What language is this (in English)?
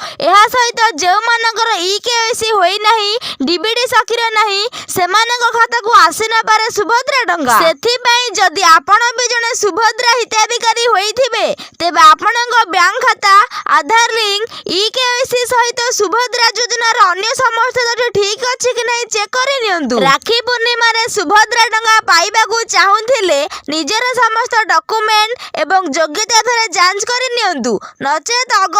Odia